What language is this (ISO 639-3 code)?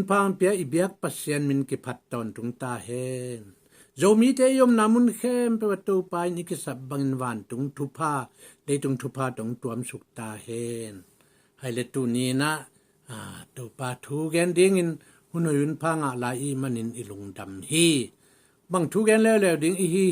ctd